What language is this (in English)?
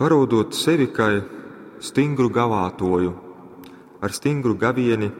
Latgalian